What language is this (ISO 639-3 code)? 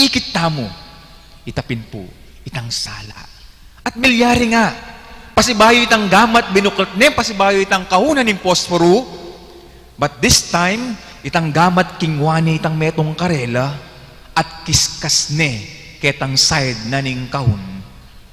pam